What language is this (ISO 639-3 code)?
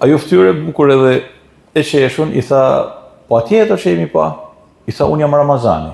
sqi